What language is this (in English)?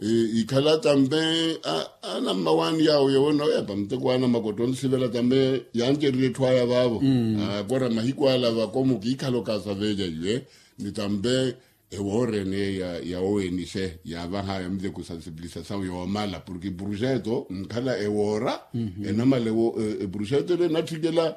Makhuwa